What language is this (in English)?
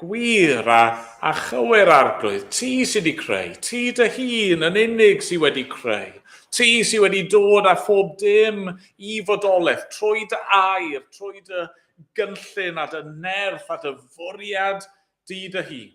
Welsh